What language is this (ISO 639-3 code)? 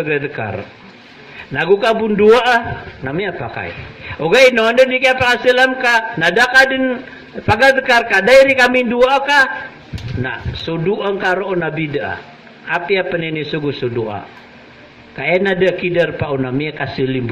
mrw